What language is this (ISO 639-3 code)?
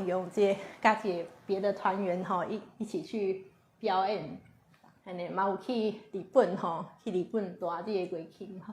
nan